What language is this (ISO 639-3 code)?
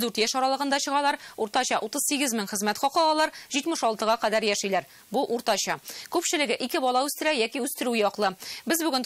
tat